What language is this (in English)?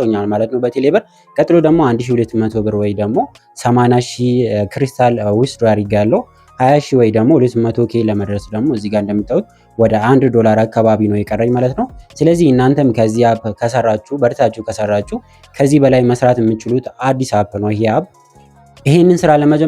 Amharic